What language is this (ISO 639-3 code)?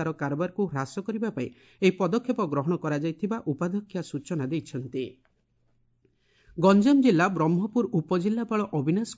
ori